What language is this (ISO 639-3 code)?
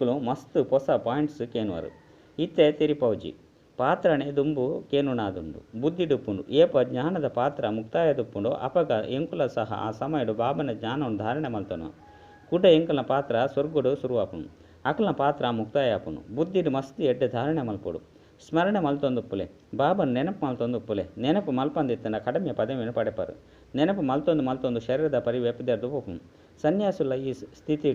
tcy